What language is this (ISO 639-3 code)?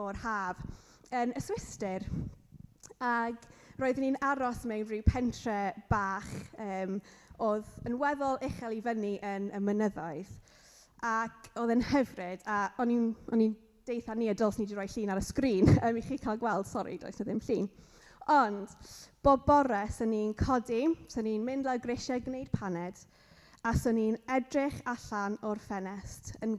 cym